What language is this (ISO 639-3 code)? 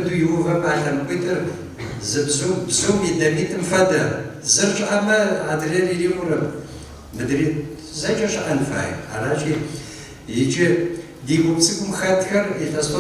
kbd